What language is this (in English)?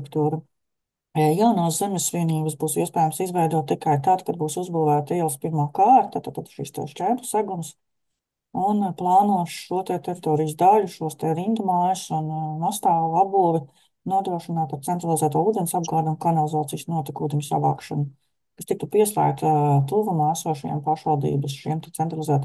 Latvian